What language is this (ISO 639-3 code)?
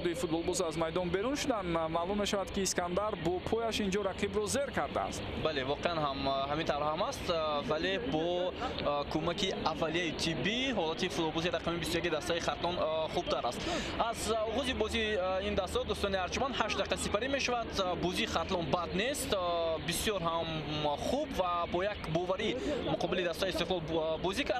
tgk